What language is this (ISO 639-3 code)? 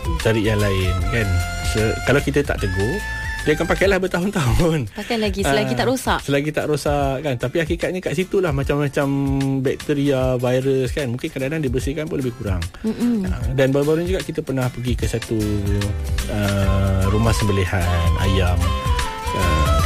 msa